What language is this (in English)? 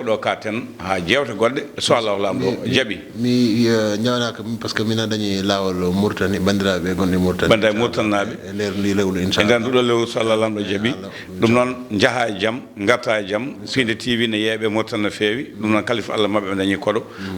Fula